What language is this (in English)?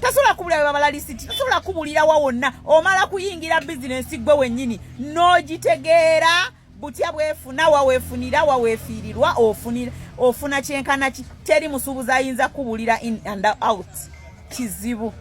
Ganda